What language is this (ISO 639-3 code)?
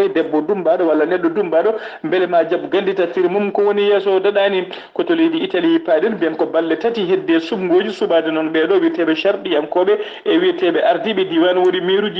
ful